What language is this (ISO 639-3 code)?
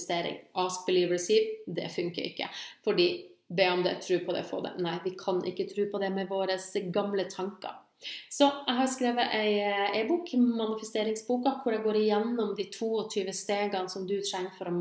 nor